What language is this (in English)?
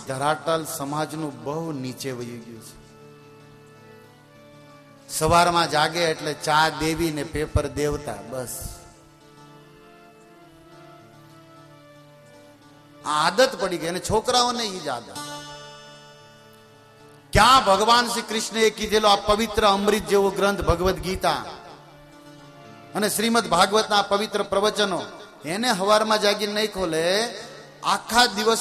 Gujarati